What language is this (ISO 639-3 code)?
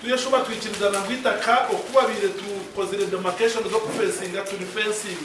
nyn